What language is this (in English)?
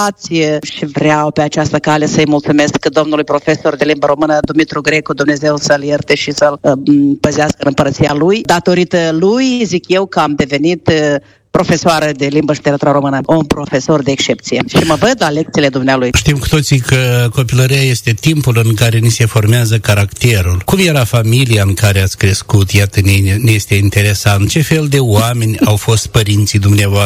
Romanian